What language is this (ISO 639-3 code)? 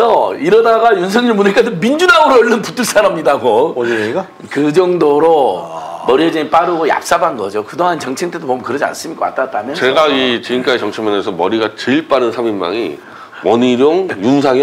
kor